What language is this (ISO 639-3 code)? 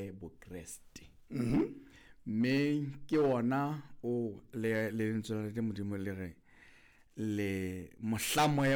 sot